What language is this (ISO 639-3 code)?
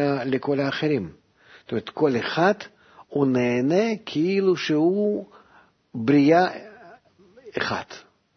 heb